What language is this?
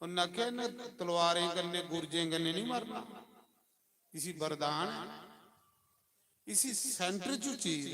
Dogri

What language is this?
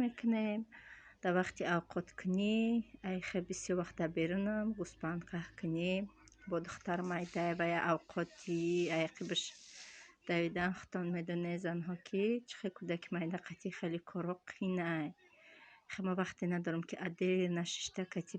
Tajik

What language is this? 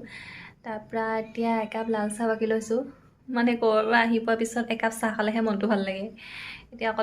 Assamese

